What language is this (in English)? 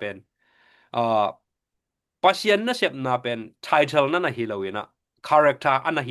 Tedim Chin